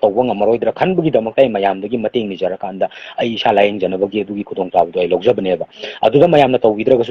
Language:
Manipuri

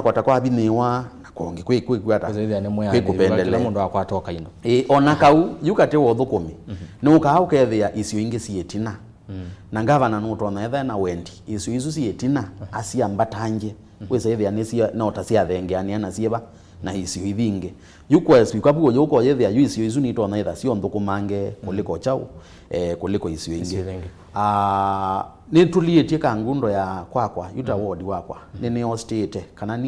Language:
Kamba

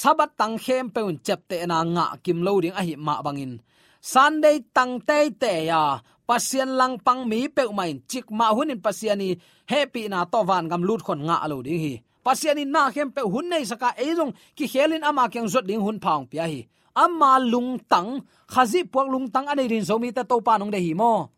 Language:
Tedim Chin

